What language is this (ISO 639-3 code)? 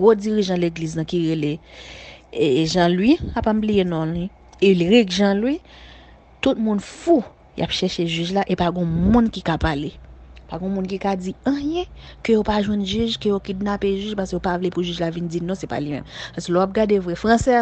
hat